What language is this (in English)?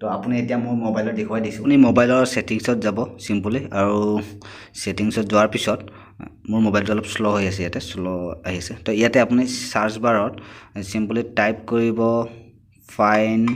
Assamese